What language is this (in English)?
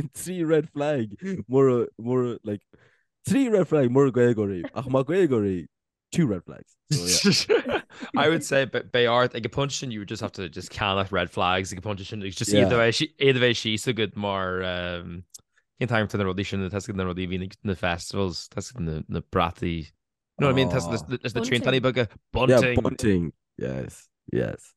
Irish